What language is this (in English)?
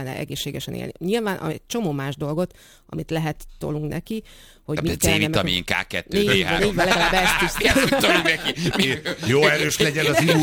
Hungarian